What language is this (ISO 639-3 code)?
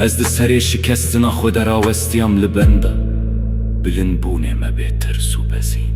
kur